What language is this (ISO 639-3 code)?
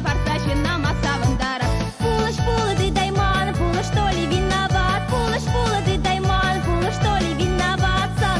chv